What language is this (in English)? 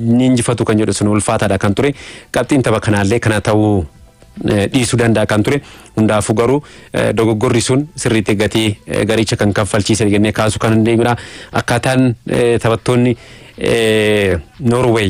Oromo